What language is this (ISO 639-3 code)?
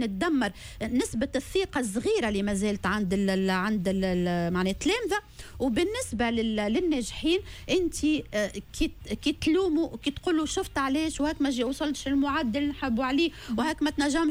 aeb